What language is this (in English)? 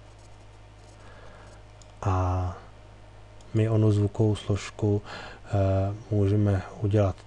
Czech